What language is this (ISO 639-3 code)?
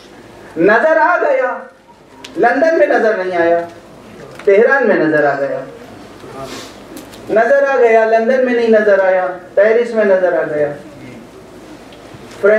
urd